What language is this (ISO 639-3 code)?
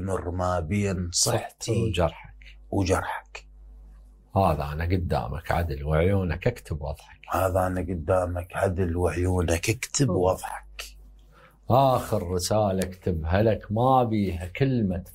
acm